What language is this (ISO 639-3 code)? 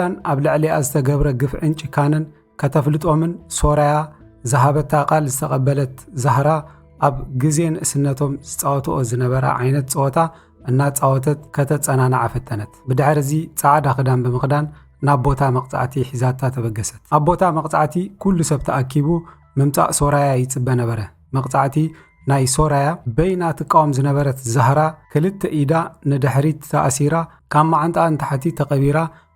tir